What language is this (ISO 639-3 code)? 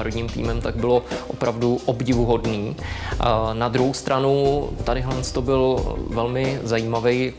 ces